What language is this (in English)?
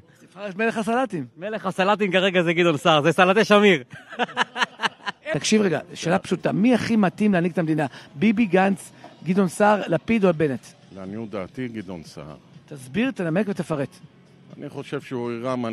Hebrew